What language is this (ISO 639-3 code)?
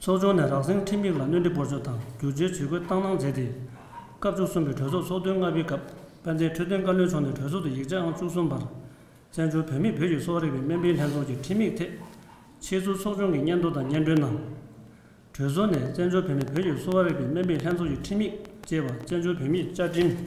bod